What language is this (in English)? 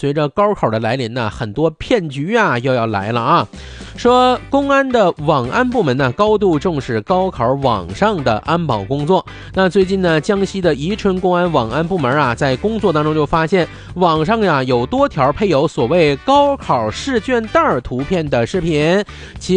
Chinese